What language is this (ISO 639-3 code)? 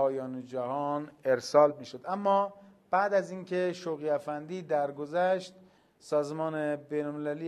fas